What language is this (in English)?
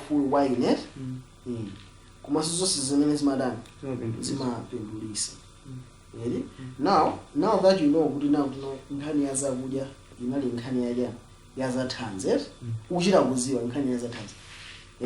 Nyanja